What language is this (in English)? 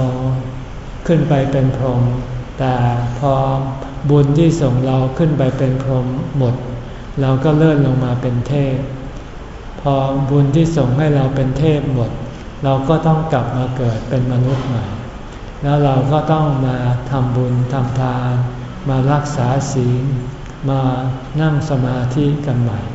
Thai